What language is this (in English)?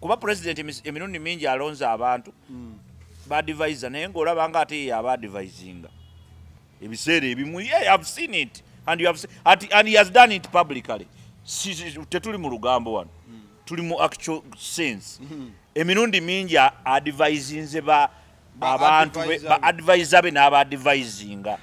Ganda